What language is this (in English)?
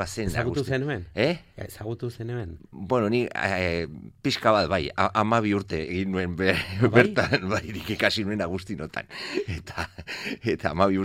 Basque